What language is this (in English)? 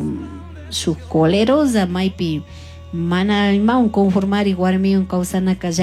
Chimborazo Highland Quichua